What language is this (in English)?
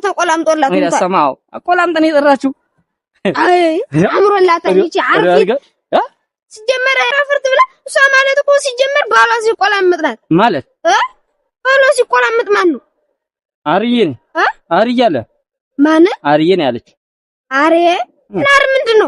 Amharic